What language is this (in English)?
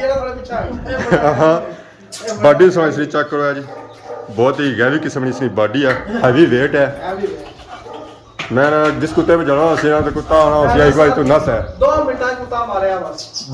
Pahari-Potwari